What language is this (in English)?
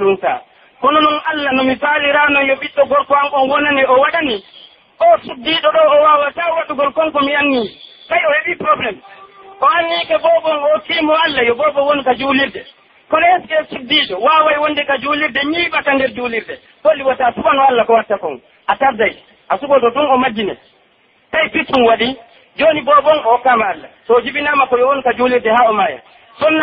Pular